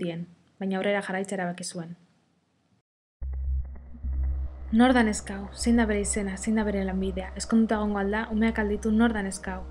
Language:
Basque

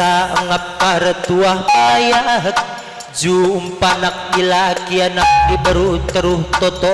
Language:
Batak Karo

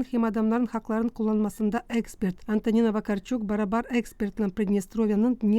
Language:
Gagauz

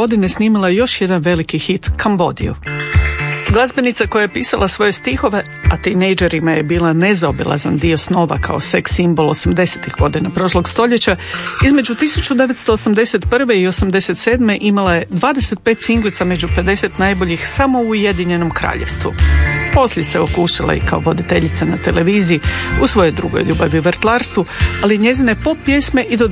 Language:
Croatian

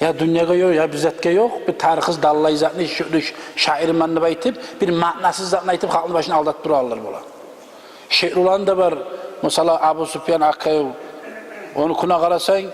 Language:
Kumyk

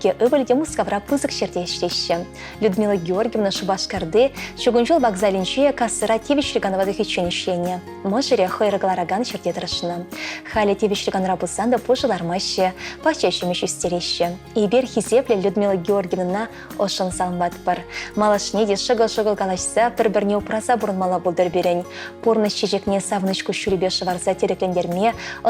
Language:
Chuvash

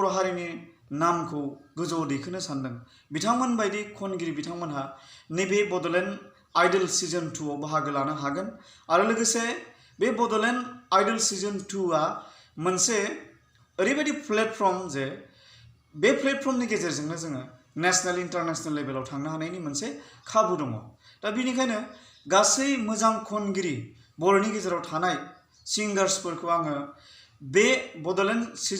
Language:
Bodo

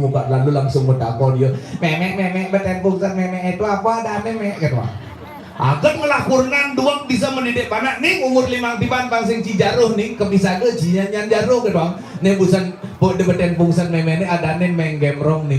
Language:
Balinese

